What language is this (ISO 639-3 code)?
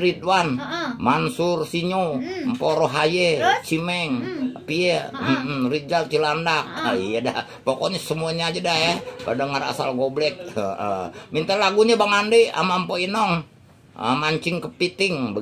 bew